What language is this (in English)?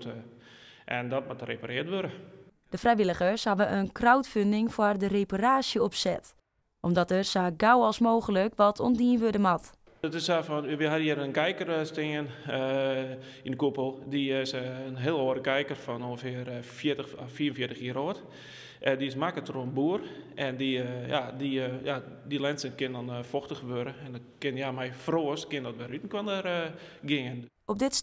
Western Frisian